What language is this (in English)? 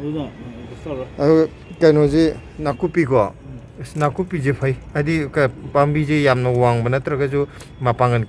Manipuri